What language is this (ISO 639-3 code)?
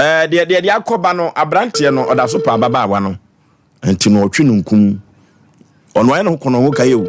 aka